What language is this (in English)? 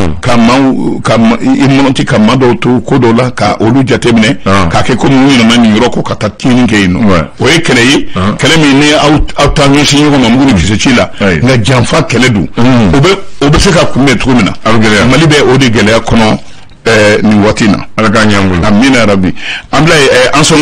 Bambara